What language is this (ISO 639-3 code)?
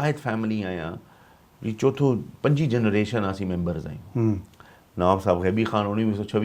snd